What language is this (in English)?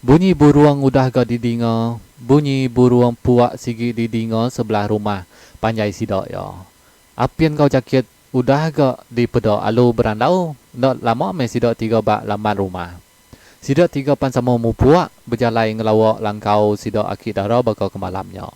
Iban